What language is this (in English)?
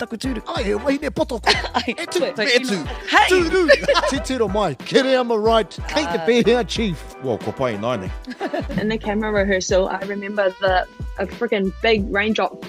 Māori